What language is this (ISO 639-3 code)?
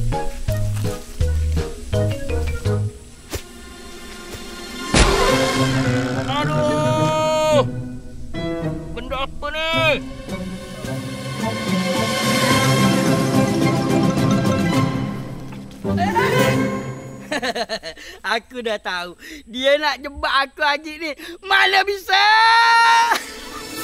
msa